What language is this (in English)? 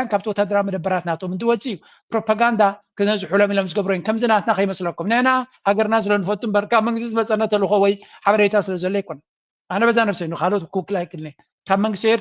Tigrinya